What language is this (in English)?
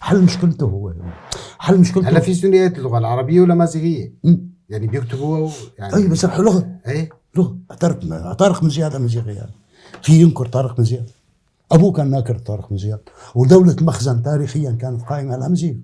North Levantine Arabic